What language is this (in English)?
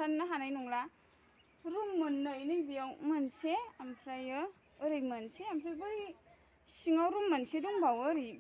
Bodo